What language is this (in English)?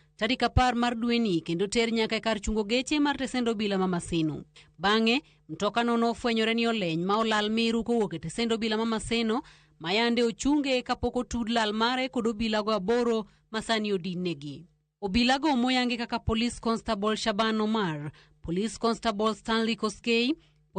Luo (Kenya and Tanzania)